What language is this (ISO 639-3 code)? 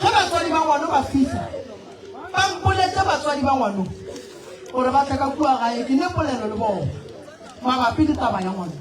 nso